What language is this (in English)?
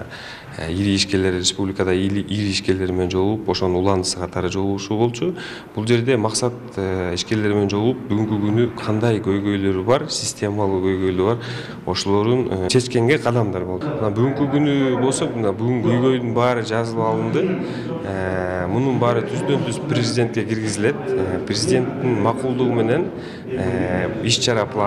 Kyrgyz